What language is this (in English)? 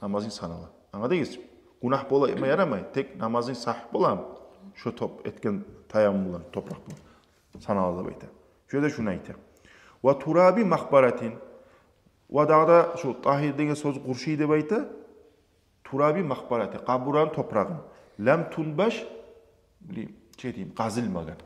Kumyk